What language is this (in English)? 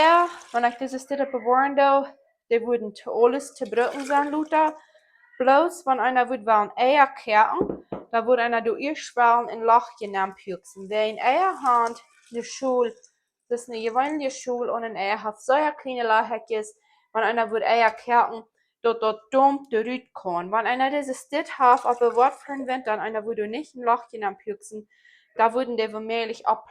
Plautdietsch